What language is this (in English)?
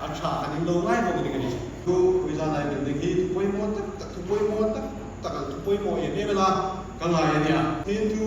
Hmar